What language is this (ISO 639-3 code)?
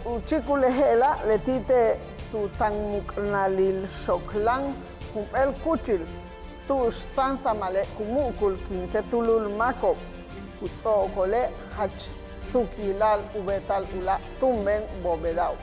yua